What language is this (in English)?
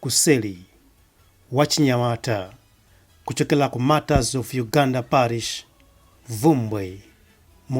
Nyanja